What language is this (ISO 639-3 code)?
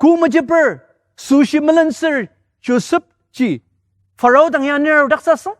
njo